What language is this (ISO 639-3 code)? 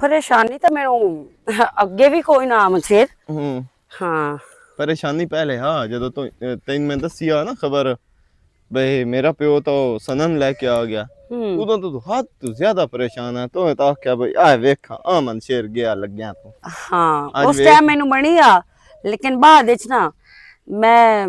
lah